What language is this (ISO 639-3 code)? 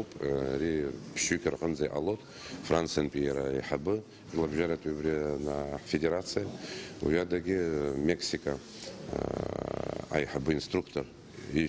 abk